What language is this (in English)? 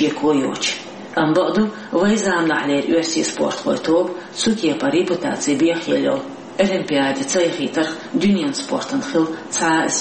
Chechen